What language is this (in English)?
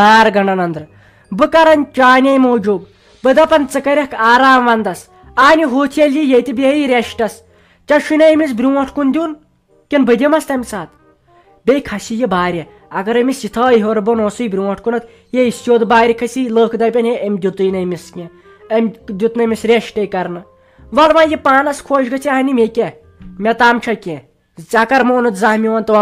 Kashmiri